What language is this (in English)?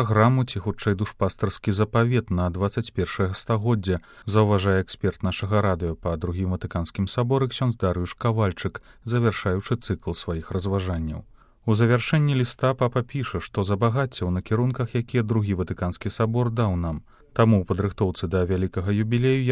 Belarusian